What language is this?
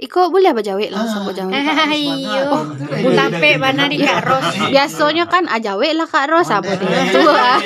Minangkabau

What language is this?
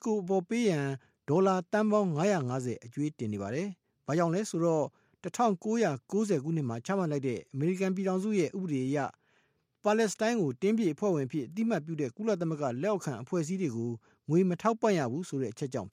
Burmese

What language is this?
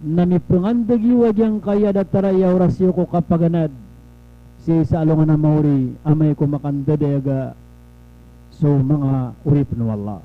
Maranao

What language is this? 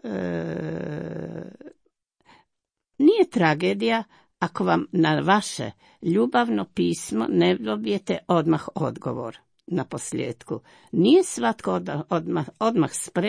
Croatian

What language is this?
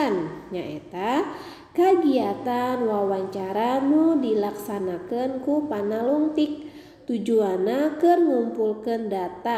Sundanese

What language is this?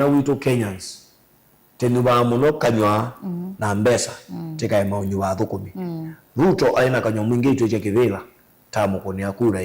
Kamba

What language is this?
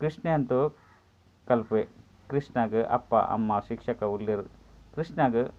Tulu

